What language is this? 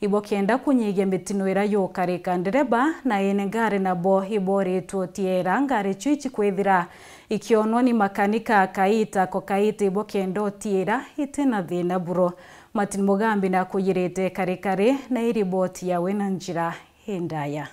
Meru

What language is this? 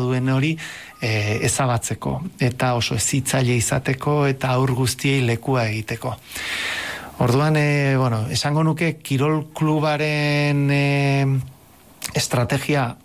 Basque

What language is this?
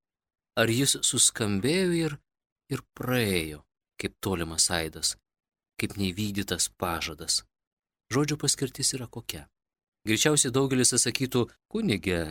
Lithuanian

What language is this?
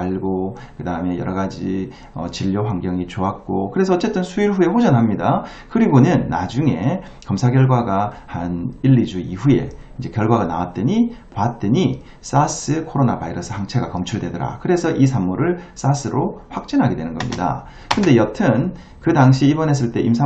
Korean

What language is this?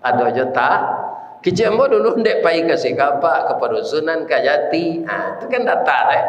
Minangkabau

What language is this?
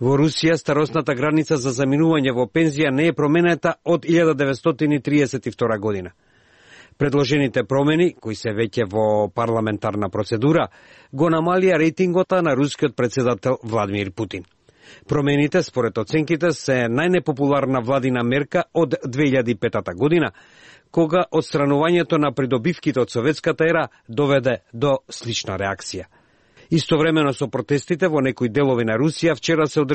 Macedonian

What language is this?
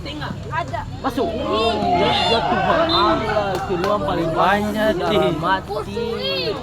Ambonese Malay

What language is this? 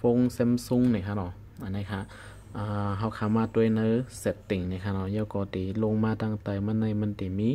Shan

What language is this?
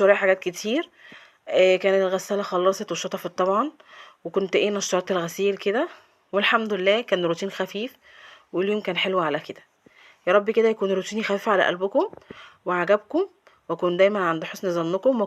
Egyptian Arabic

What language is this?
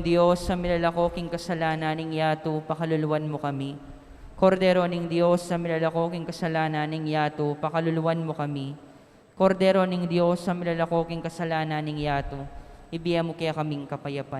Pampanga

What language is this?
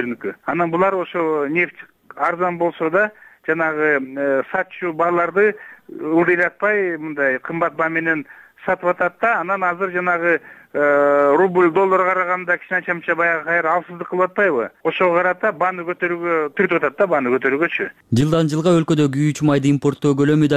Kyrgyz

